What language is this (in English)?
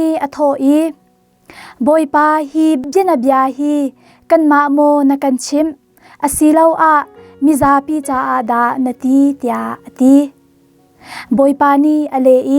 Hakha Chin